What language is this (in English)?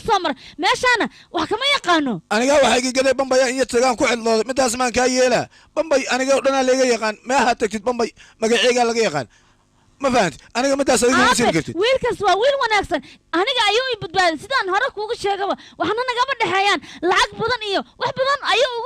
Somali